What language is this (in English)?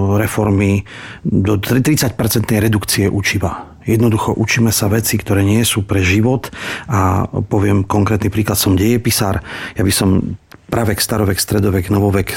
Slovak